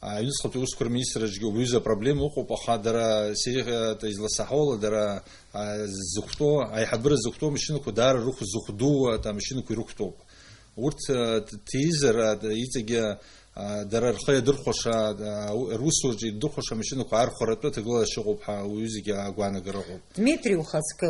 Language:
Abkhazian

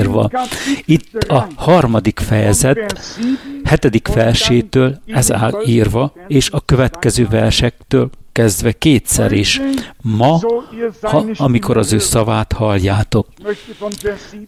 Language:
Hungarian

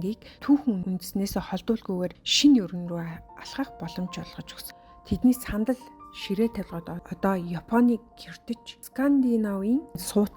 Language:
Mongolian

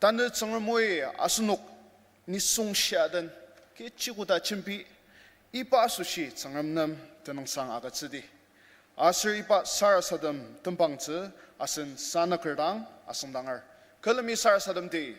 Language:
Ao Naga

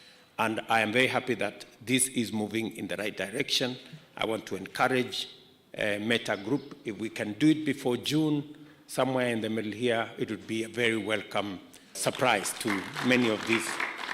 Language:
Kamba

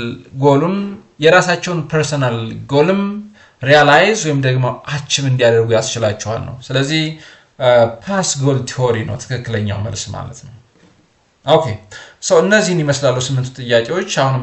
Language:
Amharic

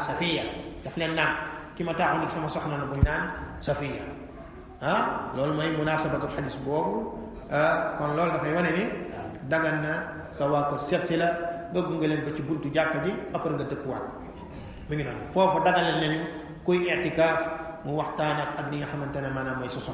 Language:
Wolof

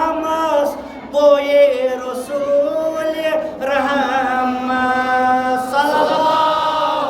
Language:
Kashmiri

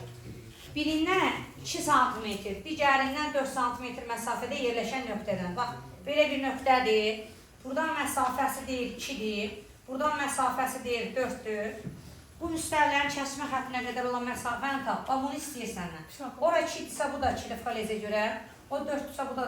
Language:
Azerbaijani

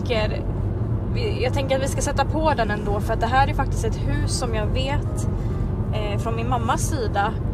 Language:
Swedish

